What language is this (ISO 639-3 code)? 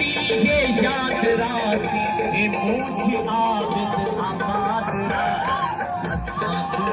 skr